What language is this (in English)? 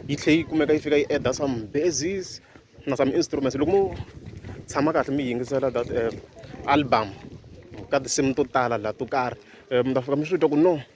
Tsonga